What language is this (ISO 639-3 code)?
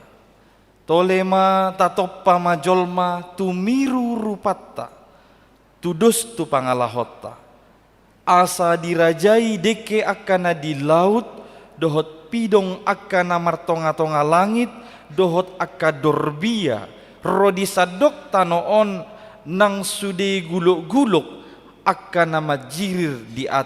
bbc